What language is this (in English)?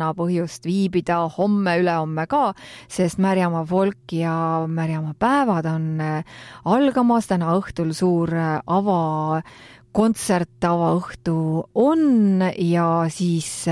Estonian